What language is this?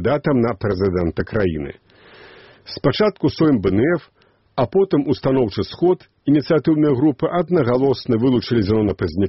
Belarusian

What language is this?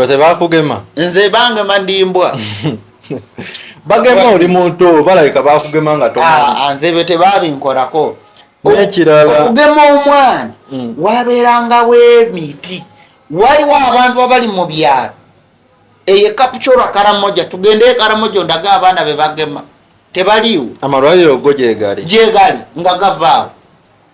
Ganda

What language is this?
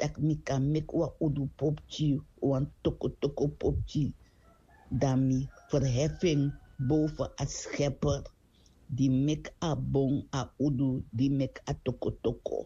Sranan Tongo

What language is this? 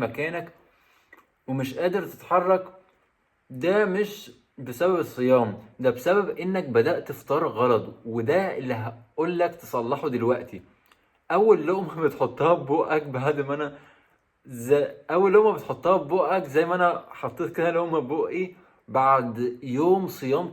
Egyptian Arabic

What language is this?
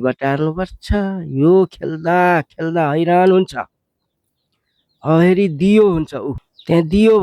Nepali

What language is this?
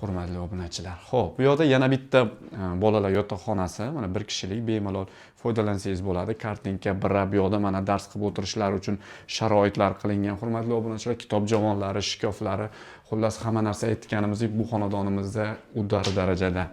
Uzbek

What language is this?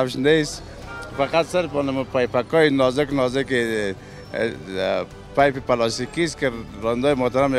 Persian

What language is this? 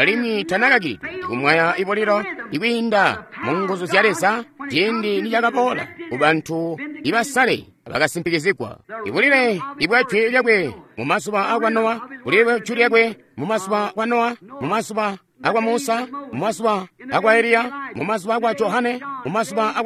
Tonga (Zambia)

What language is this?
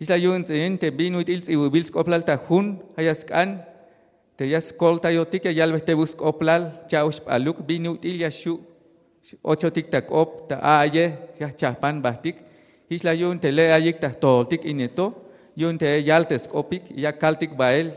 Tzeltal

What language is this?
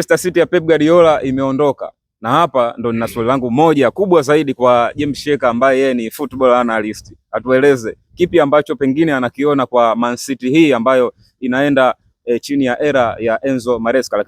Swahili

